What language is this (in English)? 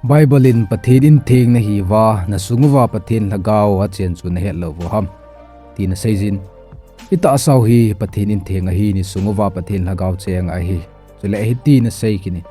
Thado Chin